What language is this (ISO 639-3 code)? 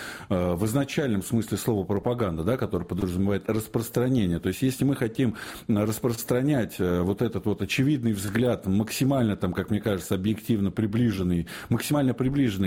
rus